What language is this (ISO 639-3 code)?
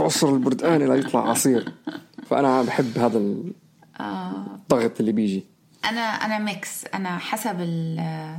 apc